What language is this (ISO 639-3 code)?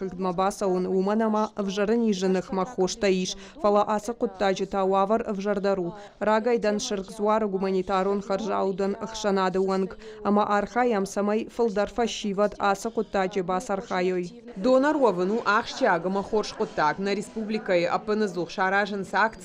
oss